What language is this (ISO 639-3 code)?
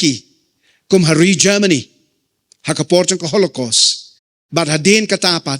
kha